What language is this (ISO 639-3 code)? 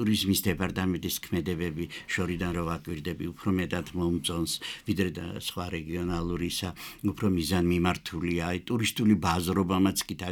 kat